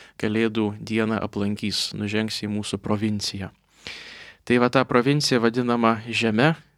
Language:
Lithuanian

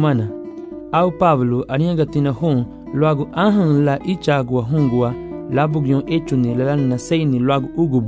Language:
Garifuna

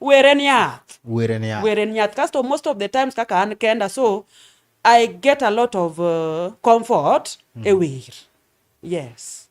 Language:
Luo (Kenya and Tanzania)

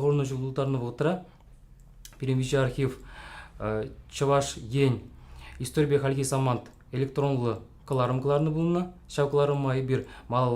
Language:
Chuvash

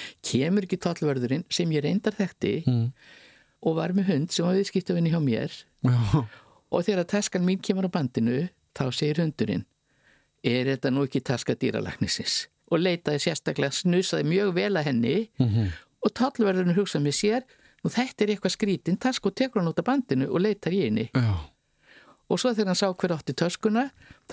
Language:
Icelandic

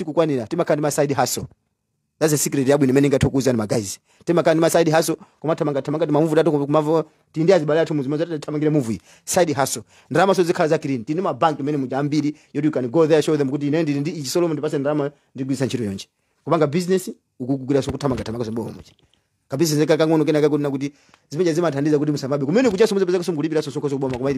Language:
Nyanja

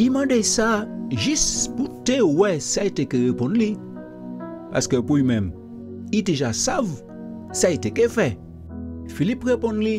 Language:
Guadeloupean Creole French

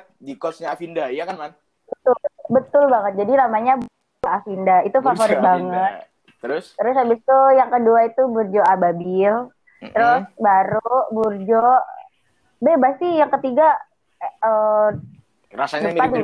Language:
Indonesian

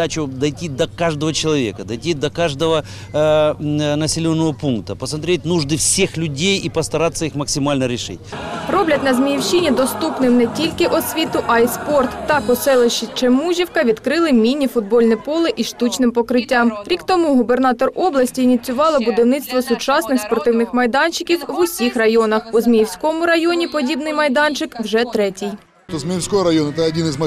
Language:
Ukrainian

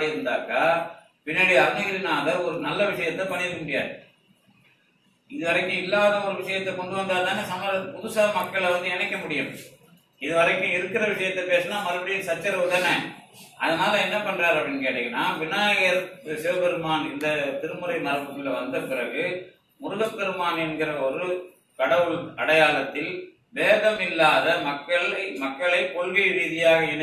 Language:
Tamil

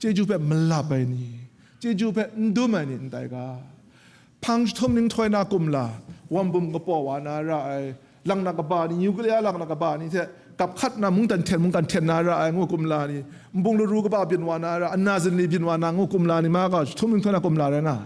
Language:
Kachin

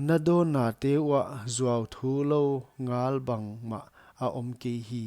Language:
Paite Chin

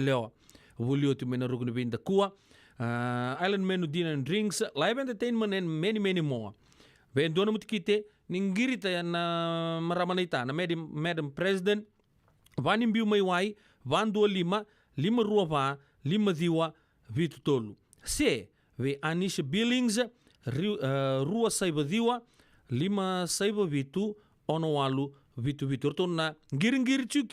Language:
Fijian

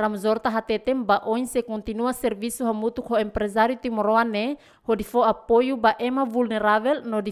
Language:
Tetum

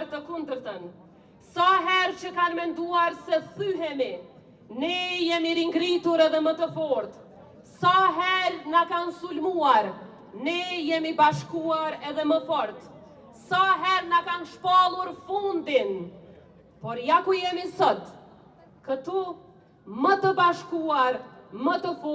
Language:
Albanian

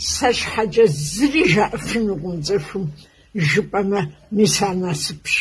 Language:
Kabardian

